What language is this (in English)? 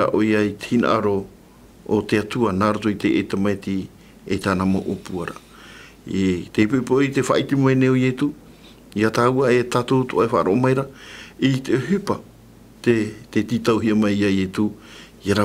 Tahitian